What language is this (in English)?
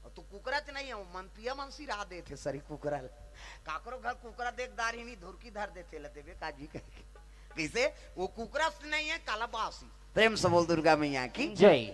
Chhattisgarhi